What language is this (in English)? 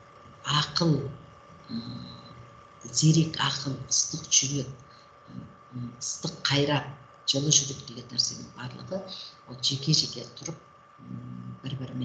Kazakh